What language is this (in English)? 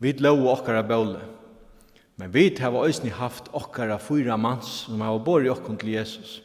Faroese